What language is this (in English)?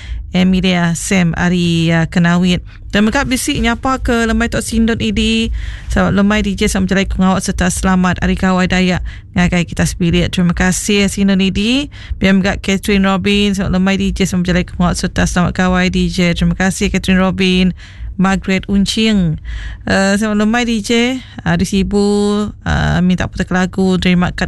Iban